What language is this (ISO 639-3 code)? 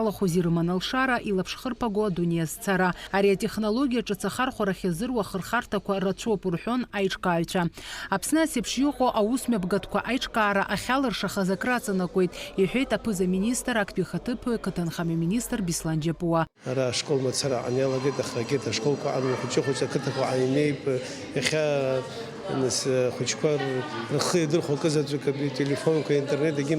abk